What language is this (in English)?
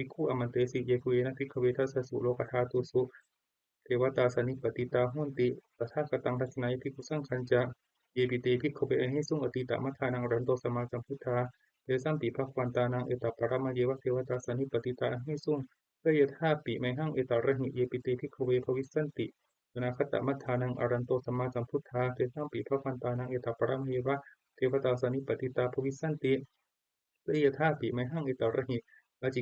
Pali